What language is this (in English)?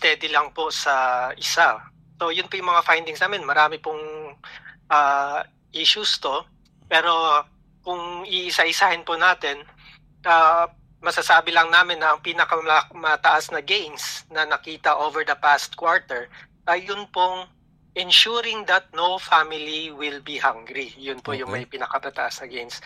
Filipino